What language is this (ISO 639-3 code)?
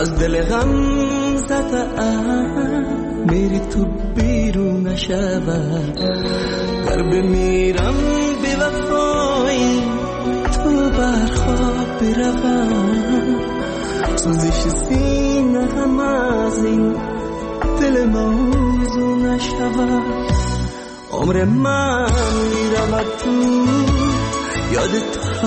fas